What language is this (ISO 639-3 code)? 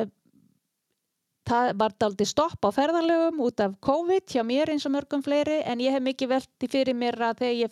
isl